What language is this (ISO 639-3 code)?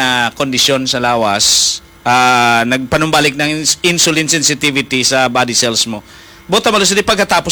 hil